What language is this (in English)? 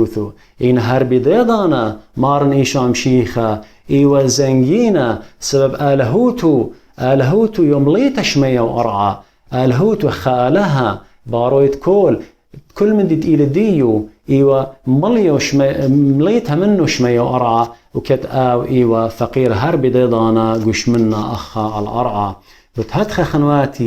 Assyrian Neo-Aramaic